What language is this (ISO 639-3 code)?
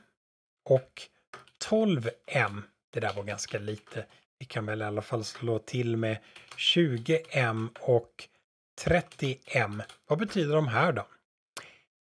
swe